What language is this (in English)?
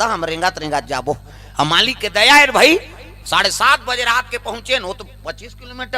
Chhattisgarhi